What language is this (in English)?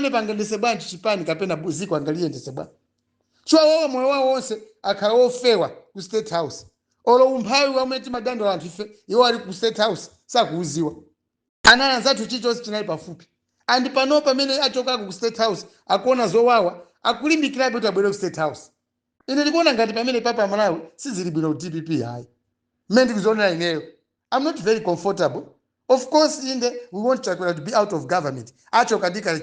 Nyanja